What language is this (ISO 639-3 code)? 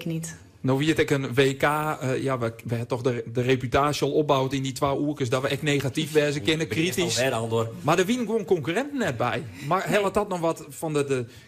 fry